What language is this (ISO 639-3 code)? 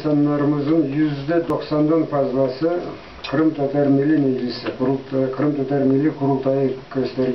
crh